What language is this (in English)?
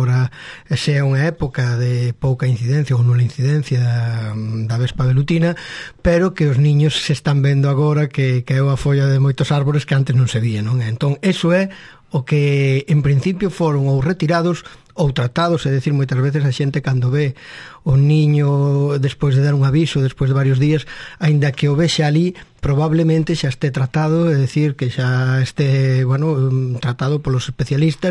Galician